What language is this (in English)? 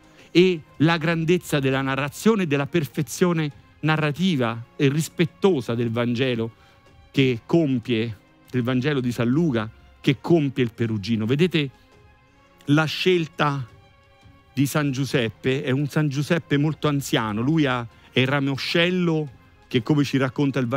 Italian